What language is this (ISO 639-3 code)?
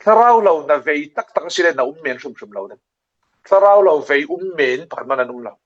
cfm